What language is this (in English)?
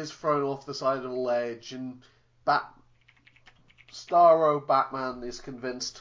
English